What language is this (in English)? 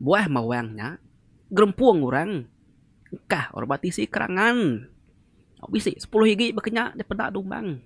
Iban